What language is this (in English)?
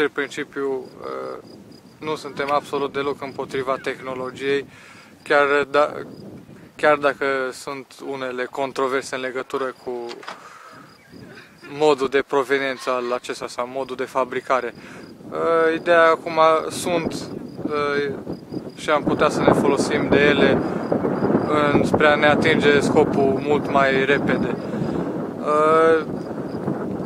Romanian